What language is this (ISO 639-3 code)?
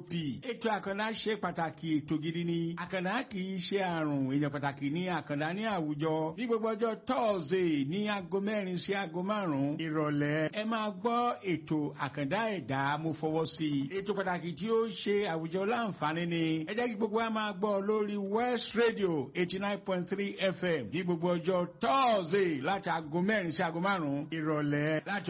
yor